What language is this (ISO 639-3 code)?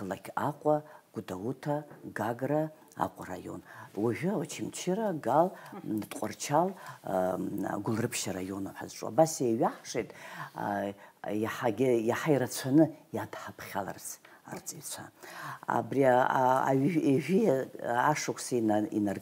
abk